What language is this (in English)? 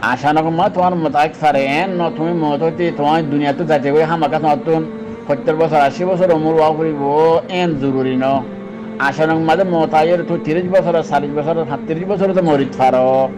Rohingya